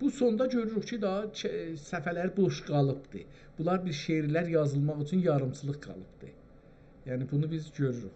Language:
South Azerbaijani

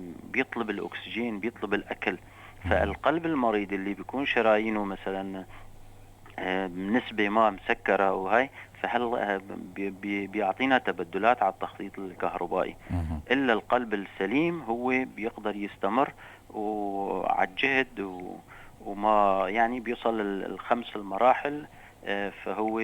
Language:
North Levantine Arabic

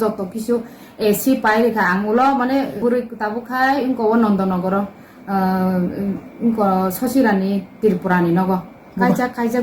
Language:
Kok Borok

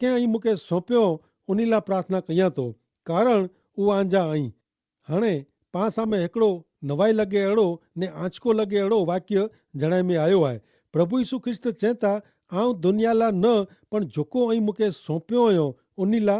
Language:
Kachhi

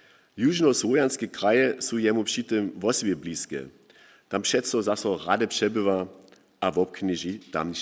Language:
Upper Sorbian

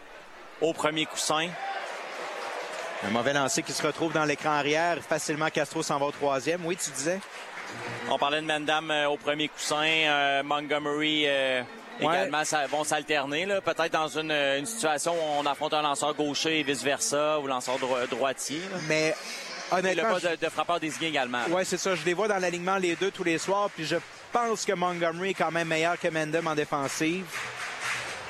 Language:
French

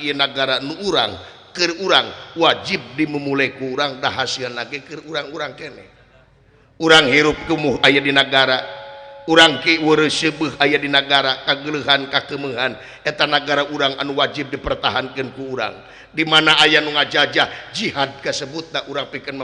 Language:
Sundanese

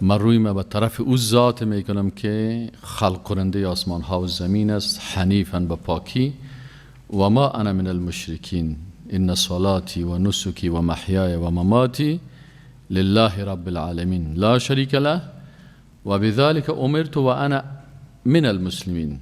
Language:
Persian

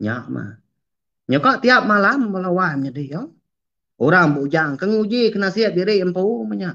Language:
Iban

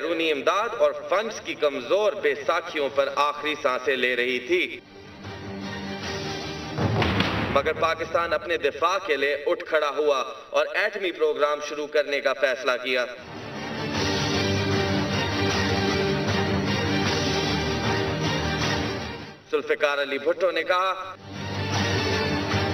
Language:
Urdu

